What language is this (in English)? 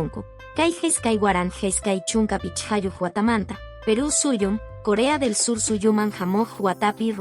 Quechua